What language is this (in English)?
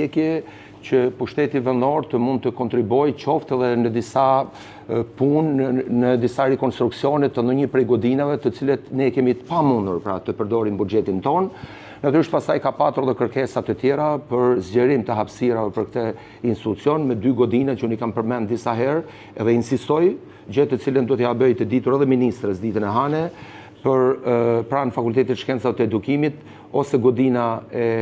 Albanian